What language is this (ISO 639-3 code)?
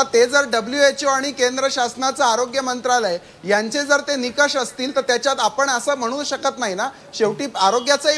mar